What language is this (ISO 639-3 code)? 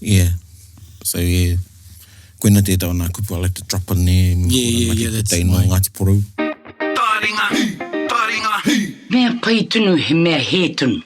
mri